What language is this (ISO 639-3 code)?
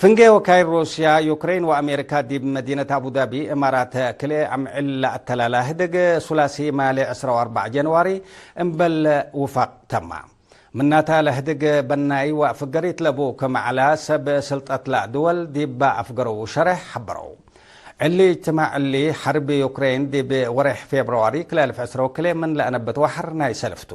tig